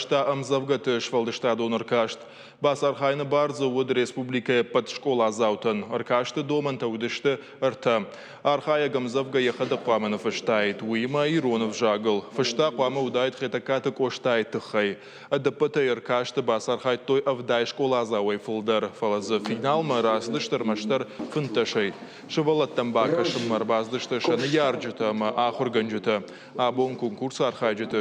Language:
Ossetic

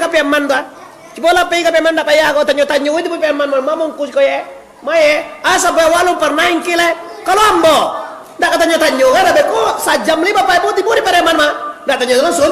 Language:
Minangkabau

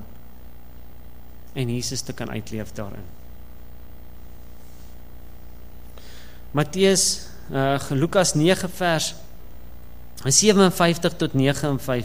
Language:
Afrikaans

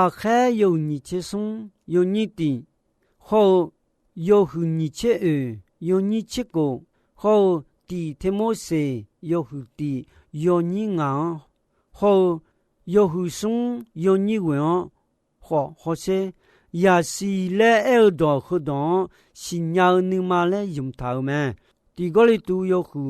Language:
Akha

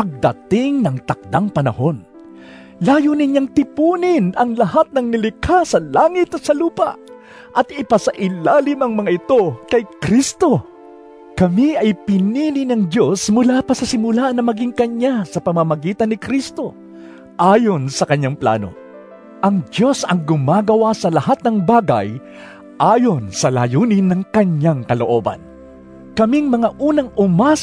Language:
Filipino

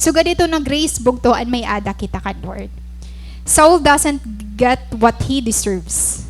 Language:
Waray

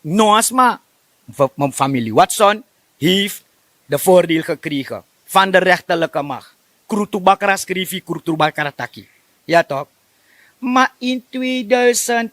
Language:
Sranan Tongo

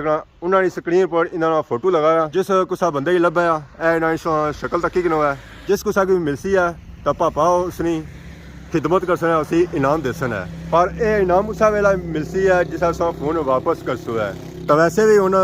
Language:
Pahari-Potwari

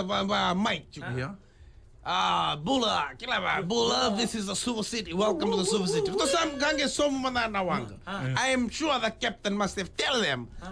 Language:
Fijian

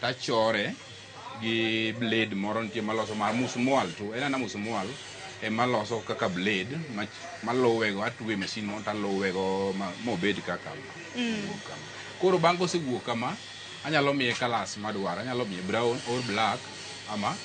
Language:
Luo (Kenya and Tanzania)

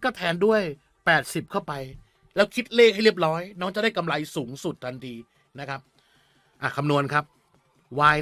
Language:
Thai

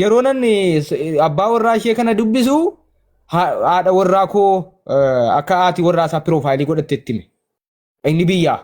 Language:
Oromo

